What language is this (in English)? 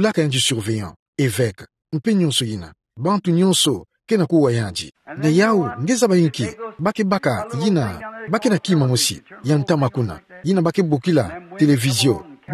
Kituba (Democratic Republic of Congo)